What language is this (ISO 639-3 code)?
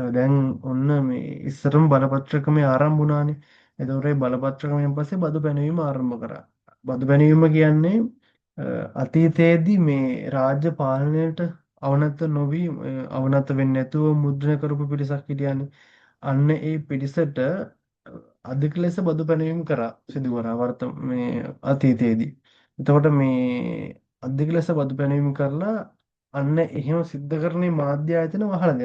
sin